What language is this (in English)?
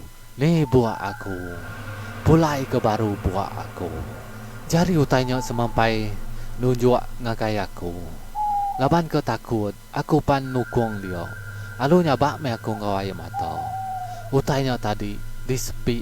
Iban